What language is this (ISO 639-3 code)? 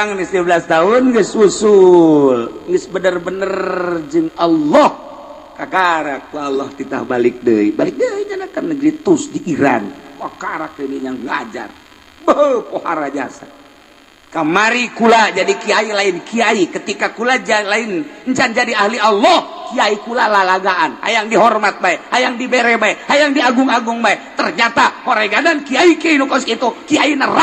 sun